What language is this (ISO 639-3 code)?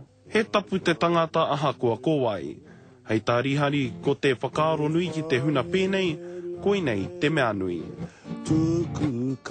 mri